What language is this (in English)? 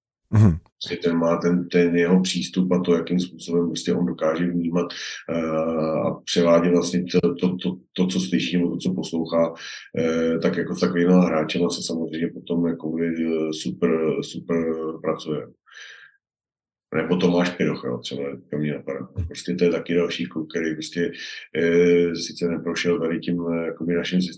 Czech